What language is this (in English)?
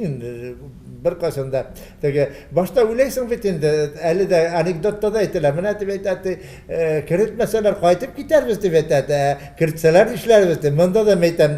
Tatar